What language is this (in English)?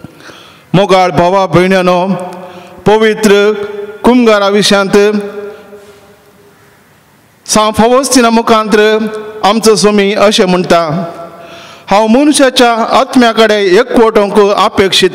Konkani